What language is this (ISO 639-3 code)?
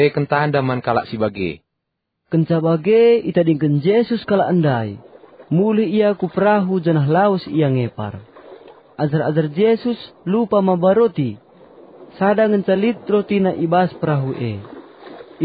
btx